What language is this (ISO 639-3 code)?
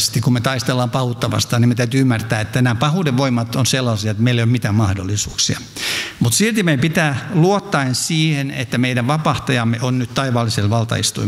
fin